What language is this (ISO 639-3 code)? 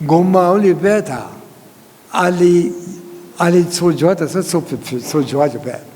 lis